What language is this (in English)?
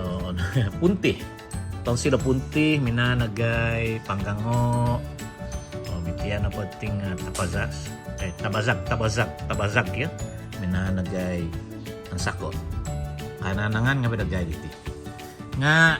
Central Dusun